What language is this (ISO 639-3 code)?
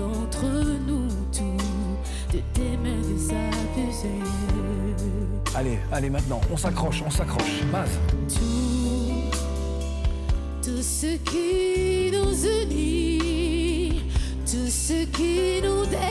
fra